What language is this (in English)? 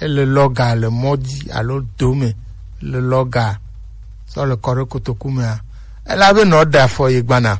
Gen